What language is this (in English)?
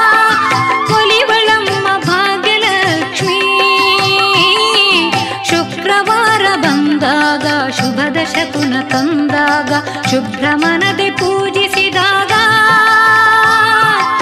Kannada